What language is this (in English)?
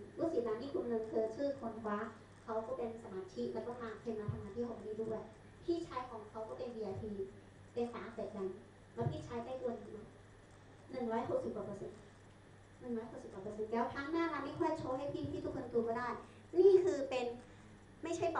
Thai